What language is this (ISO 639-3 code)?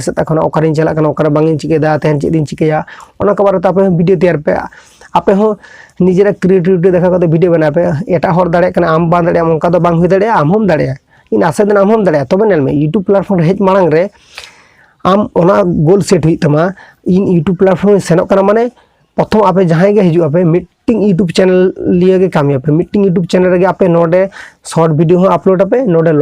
sat